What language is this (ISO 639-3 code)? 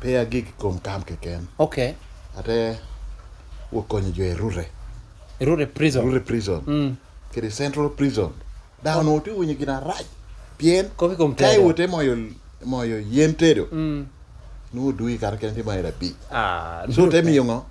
laj